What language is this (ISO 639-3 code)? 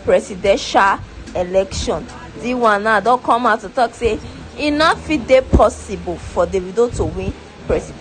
pcm